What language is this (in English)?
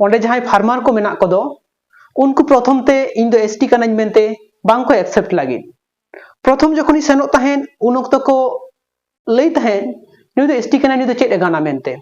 Santali